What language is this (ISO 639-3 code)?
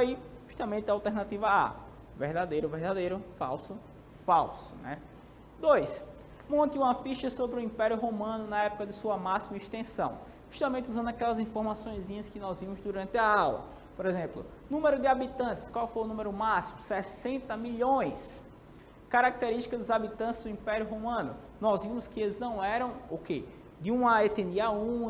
por